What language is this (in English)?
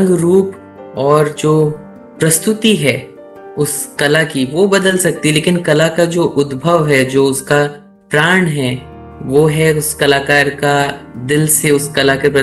Hindi